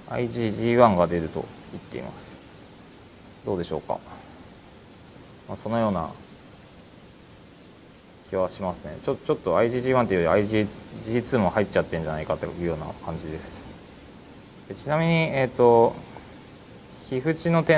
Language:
Japanese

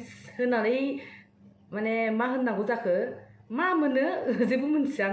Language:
Bodo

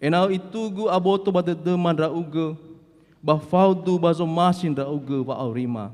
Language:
Nias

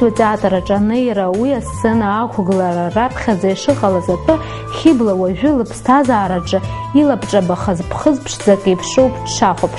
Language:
Abkhazian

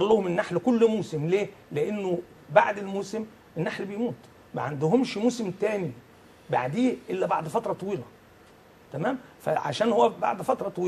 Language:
Egyptian Arabic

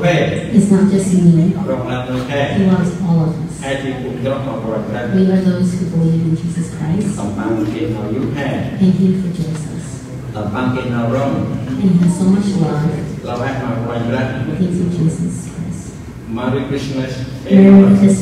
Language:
Central Mnong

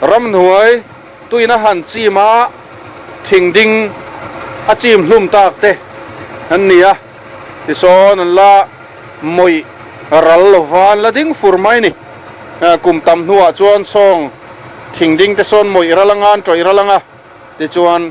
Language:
Mizo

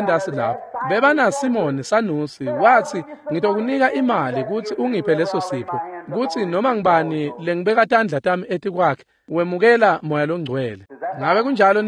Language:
Swati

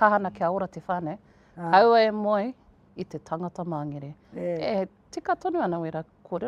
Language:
Māori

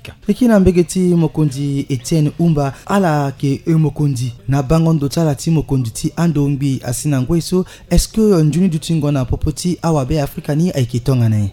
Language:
Sango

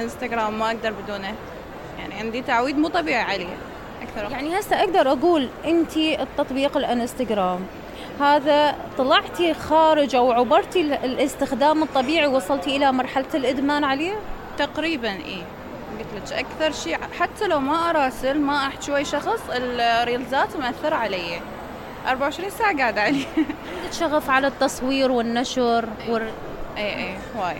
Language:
Mesopotamian Arabic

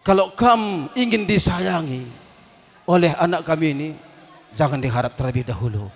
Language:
Batak Karo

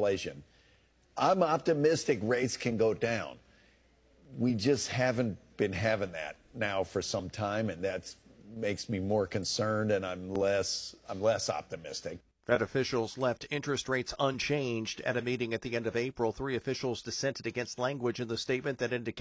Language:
English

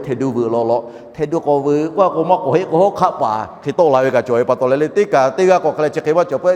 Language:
Lahu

